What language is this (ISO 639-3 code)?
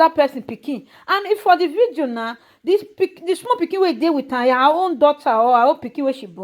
pcm